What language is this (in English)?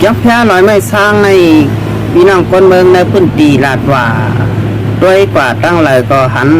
Shan